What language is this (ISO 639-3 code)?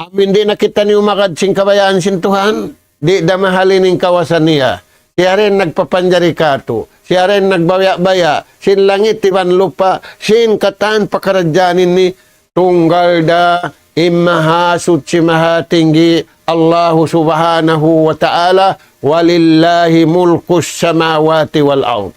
tsg